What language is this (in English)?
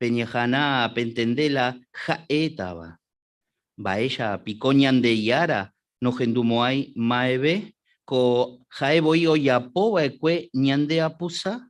Guarani